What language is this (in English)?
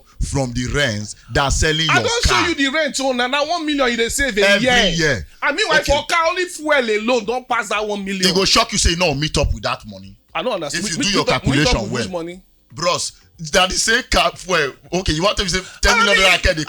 Nigerian Pidgin